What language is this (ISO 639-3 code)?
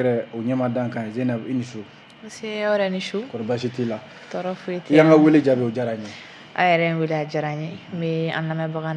bam